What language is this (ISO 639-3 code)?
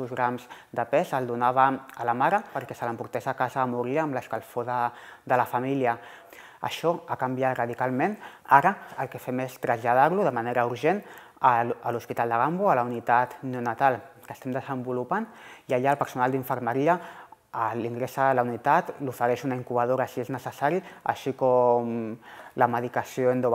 cat